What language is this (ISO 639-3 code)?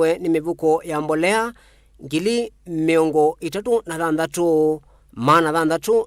kam